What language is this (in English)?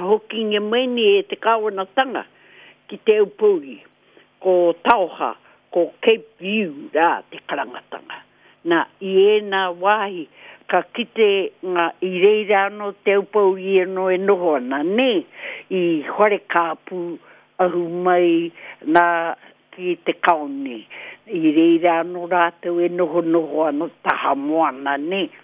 Māori